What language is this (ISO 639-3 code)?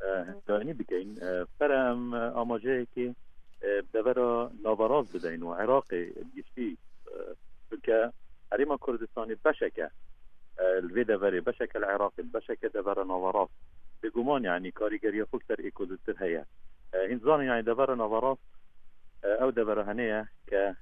kur